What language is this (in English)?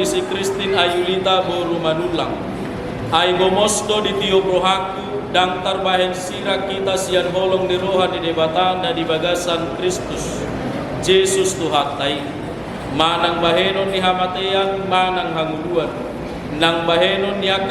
Batak Toba